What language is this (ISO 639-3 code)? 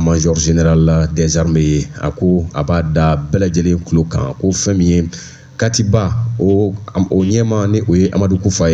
bam